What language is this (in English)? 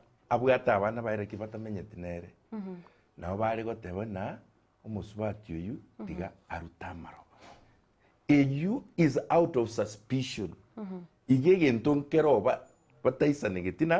Gusii